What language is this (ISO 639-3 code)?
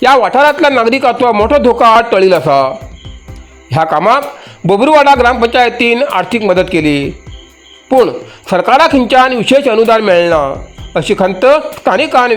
kok